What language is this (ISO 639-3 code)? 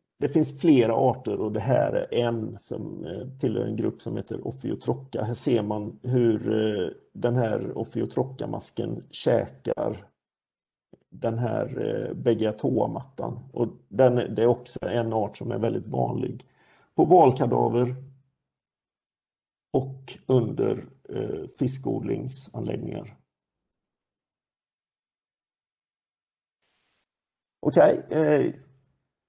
swe